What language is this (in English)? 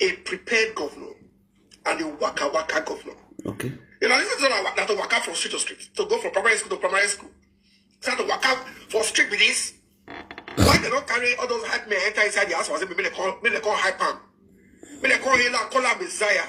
Nigerian Pidgin